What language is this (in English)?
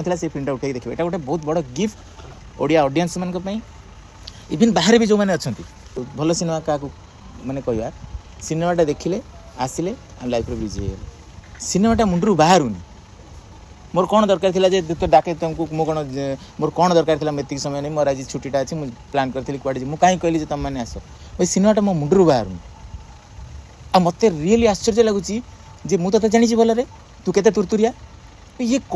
Odia